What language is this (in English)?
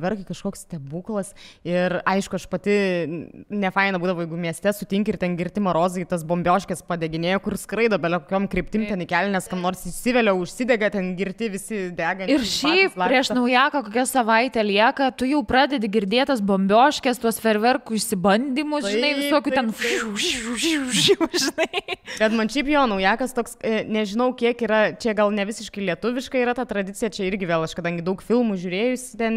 Lithuanian